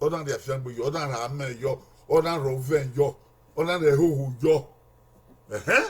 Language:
Bini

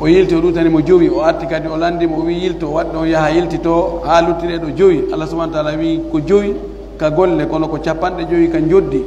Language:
Pular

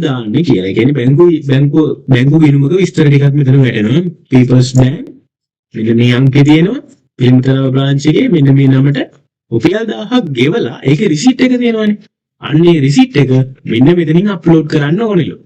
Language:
Sinhala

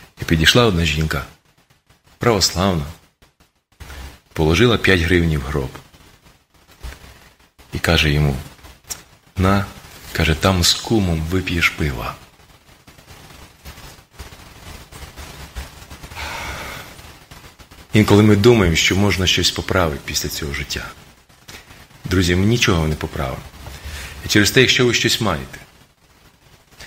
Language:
Ukrainian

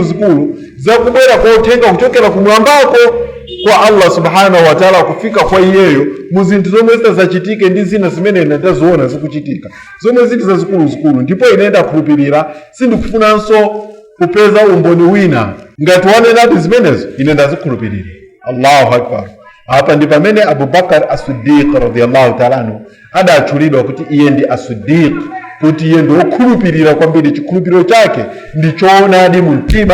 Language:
Nyanja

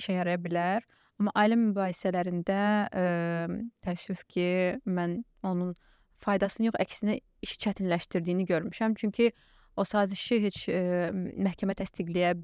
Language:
Azerbaijani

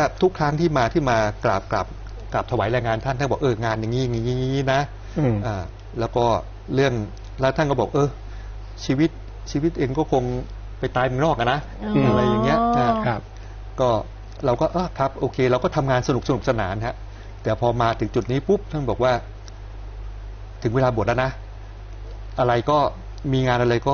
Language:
Thai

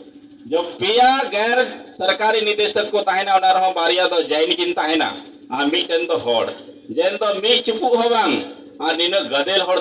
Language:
Santali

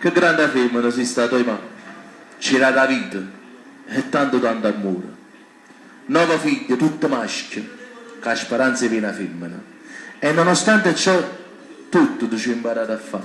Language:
Neapolitan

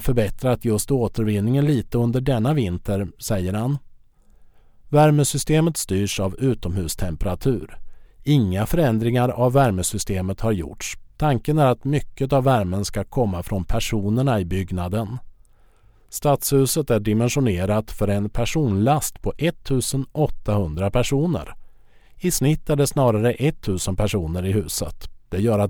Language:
Swedish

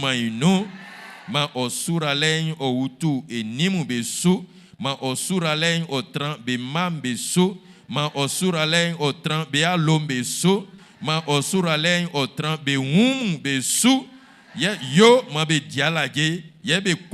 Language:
Baoulé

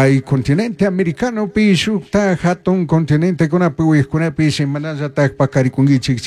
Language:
Chimborazo Highland Quichua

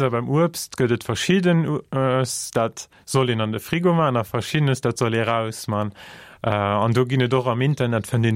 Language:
Luxembourgish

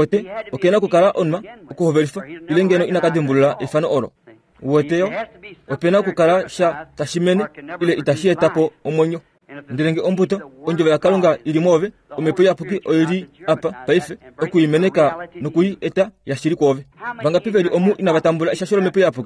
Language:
Kuanyama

